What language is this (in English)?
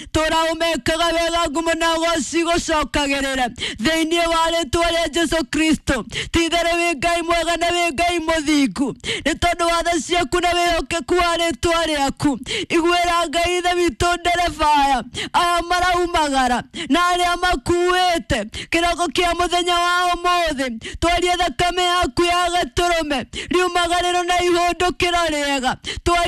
Kikuyu